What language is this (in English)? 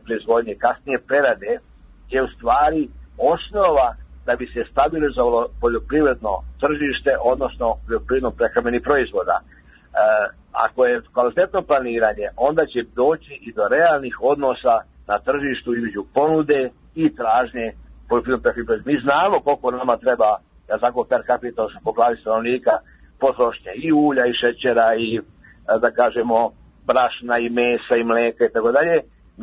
Serbian